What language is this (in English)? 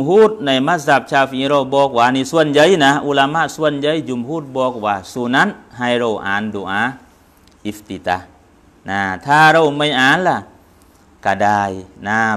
Thai